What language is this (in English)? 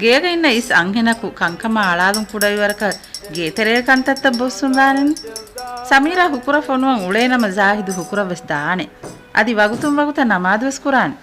Divehi